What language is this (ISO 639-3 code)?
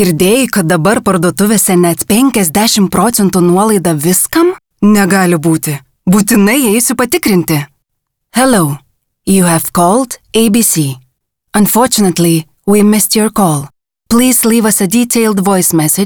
lit